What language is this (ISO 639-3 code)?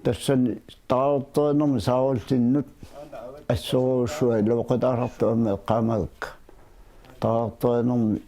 kal